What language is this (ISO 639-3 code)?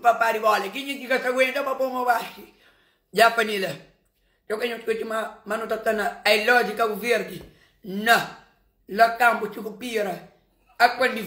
kea